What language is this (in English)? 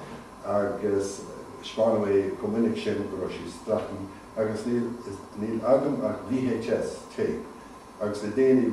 Irish